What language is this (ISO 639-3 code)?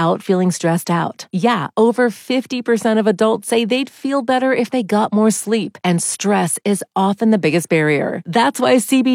eng